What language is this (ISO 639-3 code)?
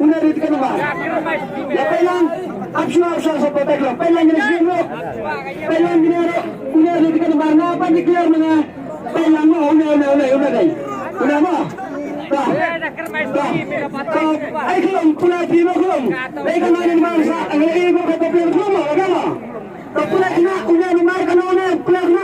kha